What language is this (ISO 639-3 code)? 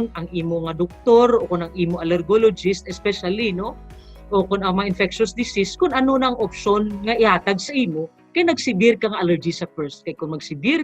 hil